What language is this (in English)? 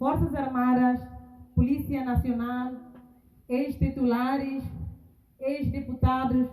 Tetum